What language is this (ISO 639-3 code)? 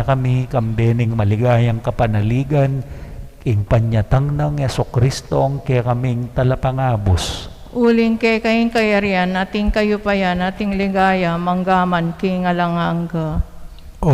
pam